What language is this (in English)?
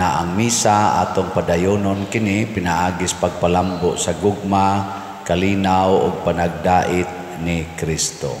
Cebuano